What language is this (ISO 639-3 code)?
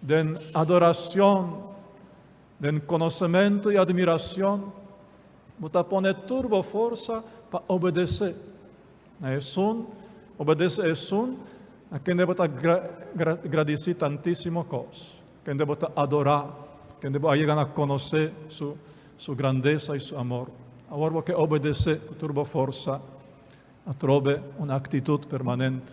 pap